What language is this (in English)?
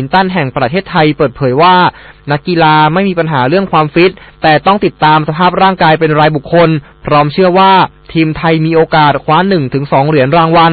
Thai